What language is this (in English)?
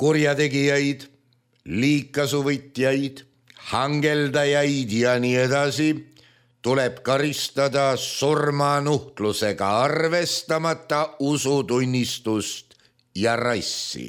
Estonian